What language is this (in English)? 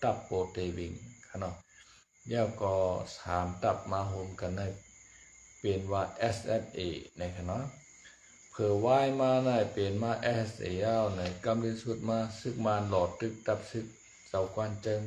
Shan